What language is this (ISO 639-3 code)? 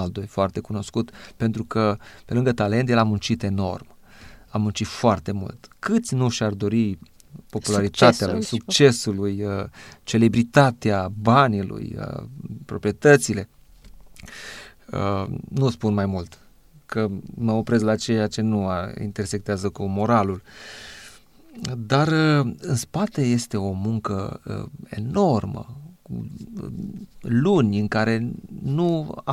ron